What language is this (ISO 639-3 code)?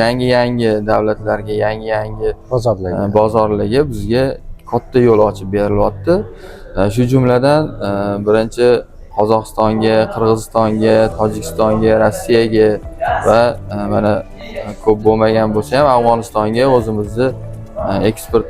uzb